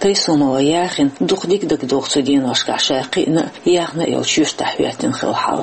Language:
Chechen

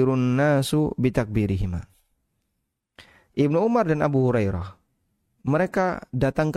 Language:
Indonesian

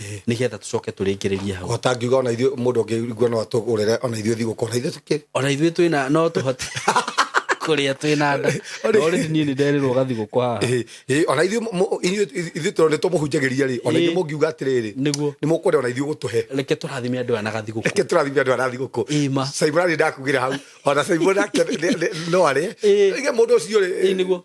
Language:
Kikuyu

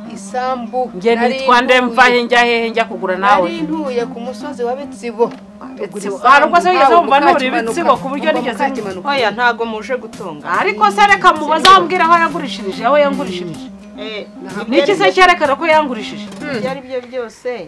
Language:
Kinyarwanda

